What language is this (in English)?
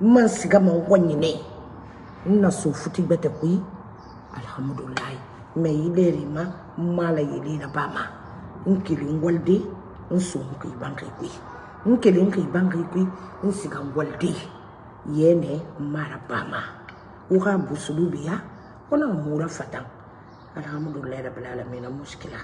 Mandingo